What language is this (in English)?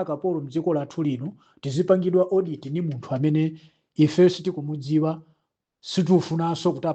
Nyanja